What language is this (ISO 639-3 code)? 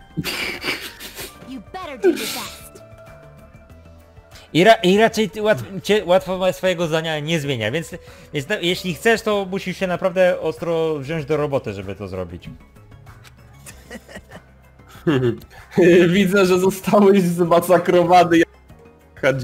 pol